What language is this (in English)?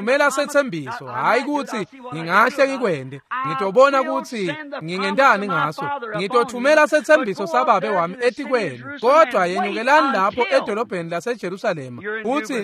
Swati